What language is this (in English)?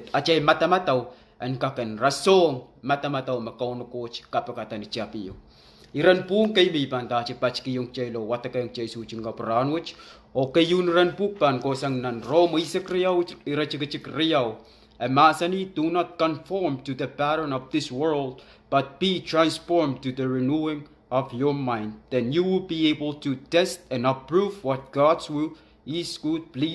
Pohnpeian